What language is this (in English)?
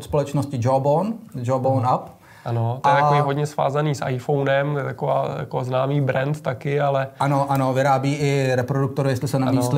Czech